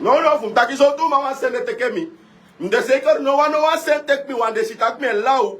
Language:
Sranan Tongo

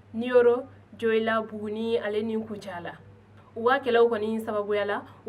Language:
Bambara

